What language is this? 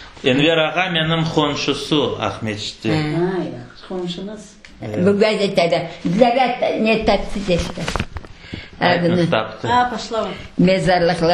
Crimean Tatar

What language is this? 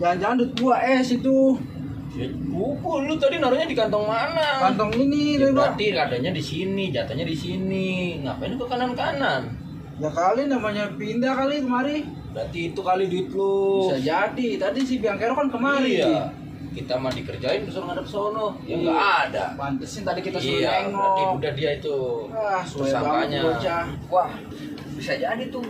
Betawi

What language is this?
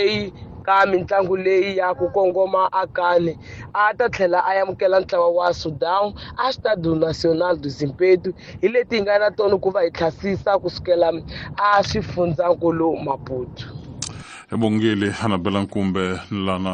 Tsonga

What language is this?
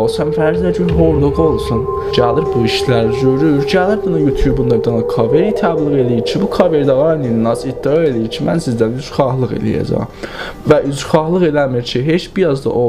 South Azerbaijani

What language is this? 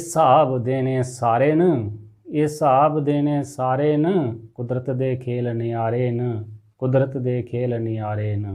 Dogri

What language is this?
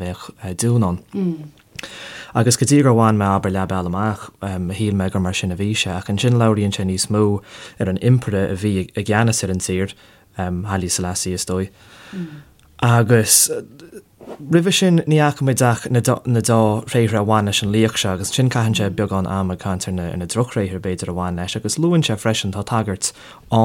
Irish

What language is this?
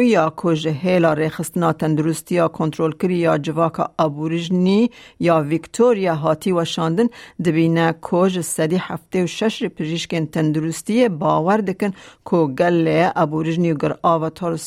Kurdish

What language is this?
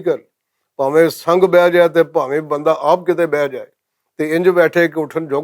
Western Panjabi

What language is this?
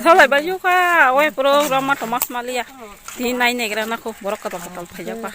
Kok Borok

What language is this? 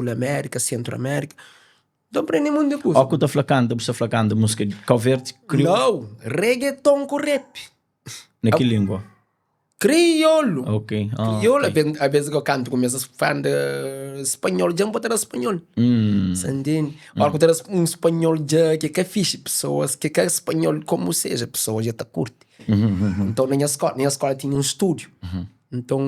Kabuverdianu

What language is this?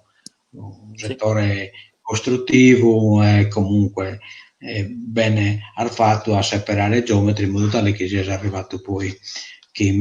Sardinian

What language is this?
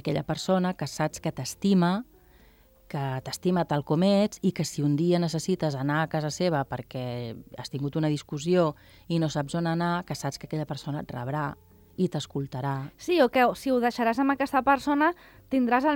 Catalan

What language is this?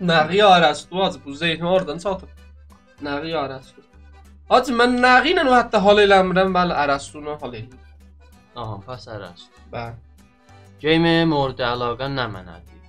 South Azerbaijani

